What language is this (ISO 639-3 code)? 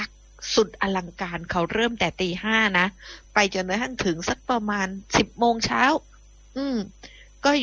tha